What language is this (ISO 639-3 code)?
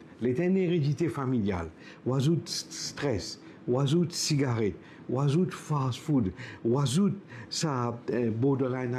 mfe